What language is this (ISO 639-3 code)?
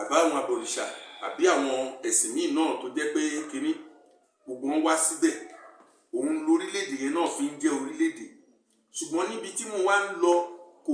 yor